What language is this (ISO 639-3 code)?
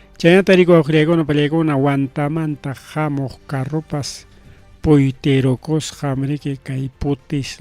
quy